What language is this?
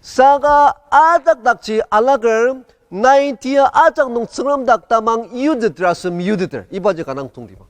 Ao Naga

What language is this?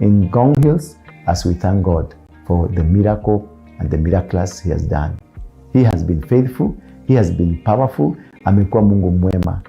Kikuyu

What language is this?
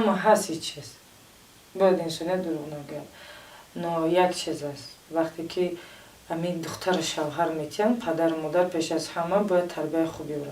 Tajik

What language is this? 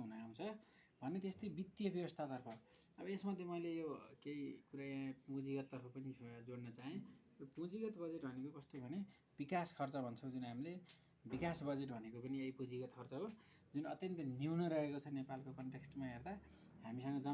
Nepali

